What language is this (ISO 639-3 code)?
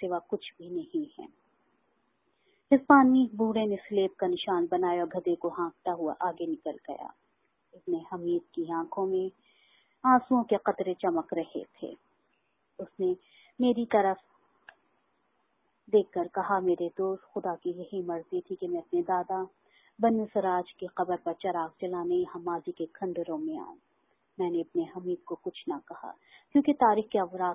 urd